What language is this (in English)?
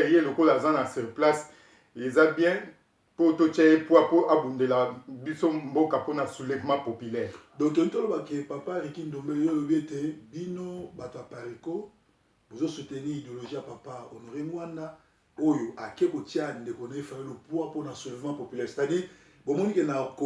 Lingala